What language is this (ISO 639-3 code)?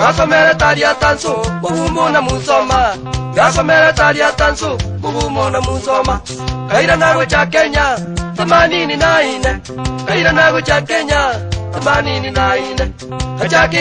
guz